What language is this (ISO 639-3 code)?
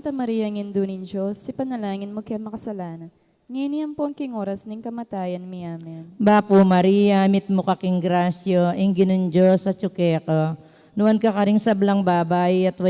pam